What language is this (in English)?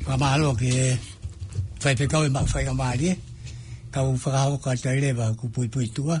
Tongan